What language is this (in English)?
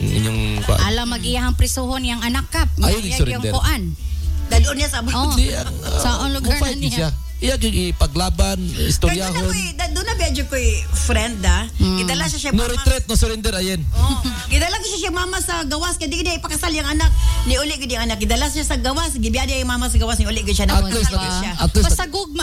Cebuano